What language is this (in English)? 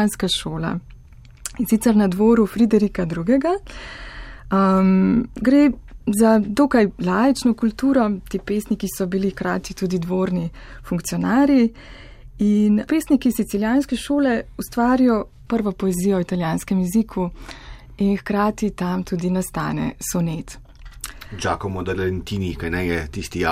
Slovenian